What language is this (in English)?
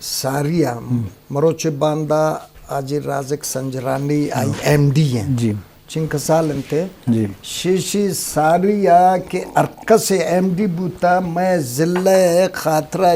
Eastern Balochi